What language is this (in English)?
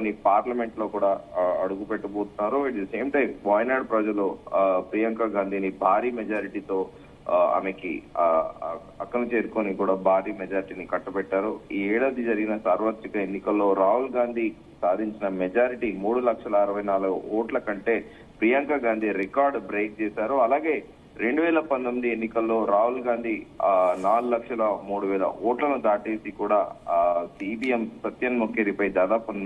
Telugu